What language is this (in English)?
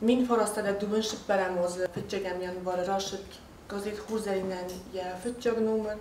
Ossetic